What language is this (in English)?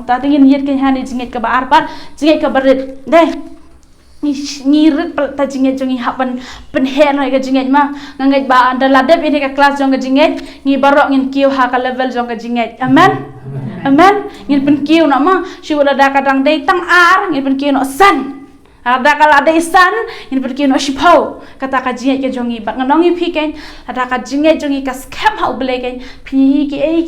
Khasi